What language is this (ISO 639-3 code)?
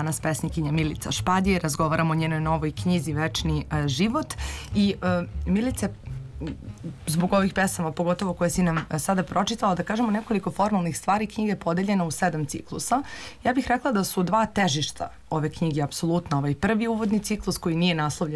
srp